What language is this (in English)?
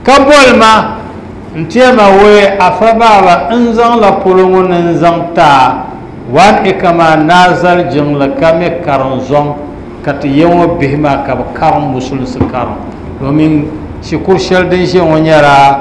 Dagbani